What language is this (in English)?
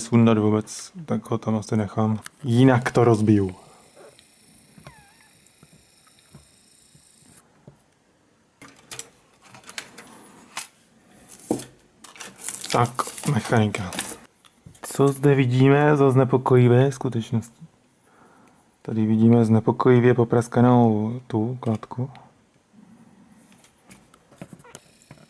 Czech